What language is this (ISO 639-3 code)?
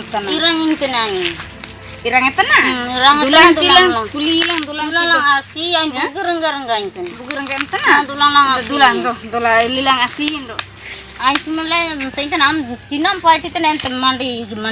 hoc